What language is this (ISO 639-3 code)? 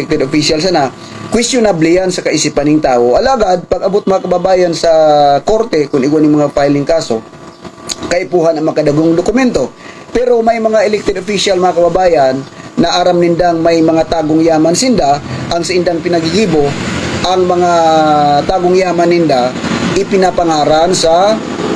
bik